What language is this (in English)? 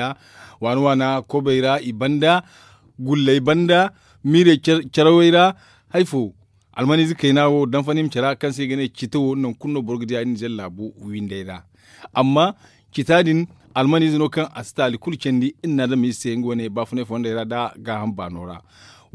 Zarma